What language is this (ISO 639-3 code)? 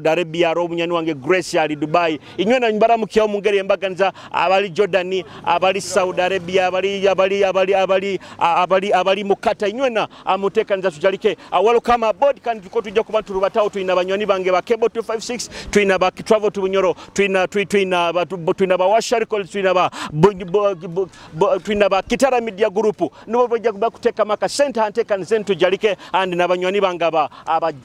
nyo